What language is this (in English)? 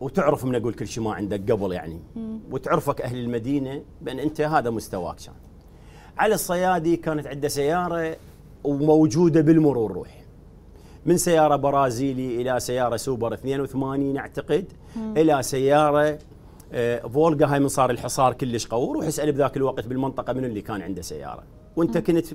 Mesopotamian Arabic